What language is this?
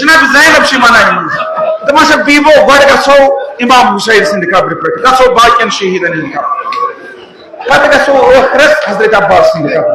Kashmiri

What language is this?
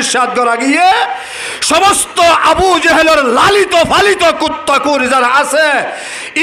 Rohingya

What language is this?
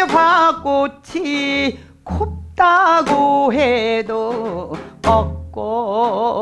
Korean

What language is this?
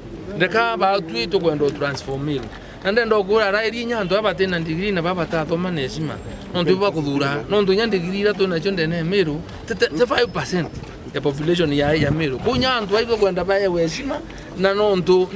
Meru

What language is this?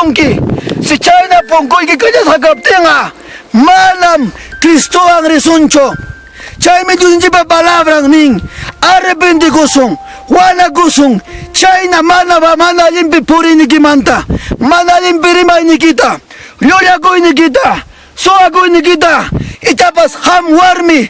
Ayacucho Quechua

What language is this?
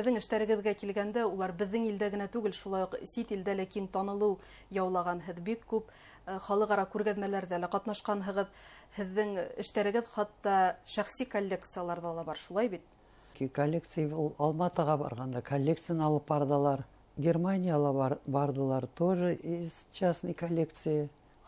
Bashkir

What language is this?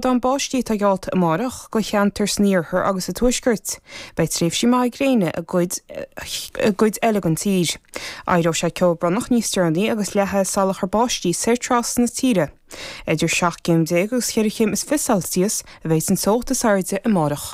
Irish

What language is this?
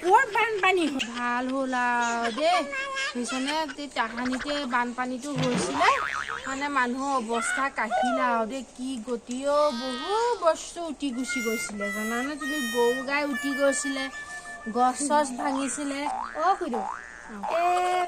Assamese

